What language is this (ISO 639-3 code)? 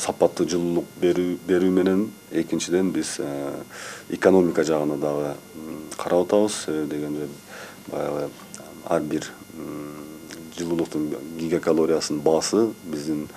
kir